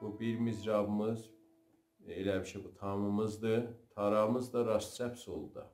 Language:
South Azerbaijani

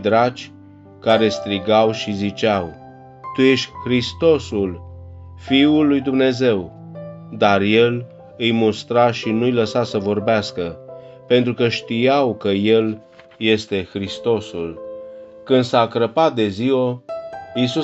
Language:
Romanian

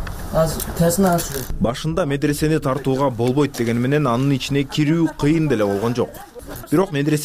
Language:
Kyrgyz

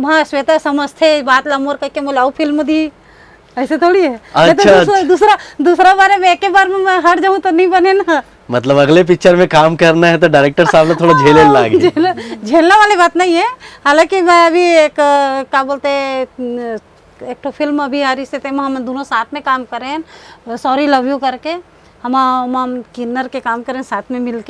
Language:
Chhattisgarhi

